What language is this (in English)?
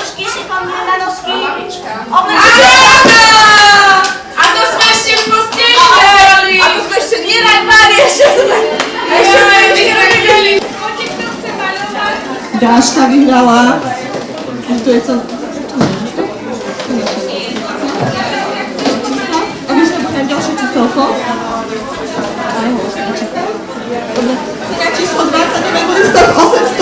Slovak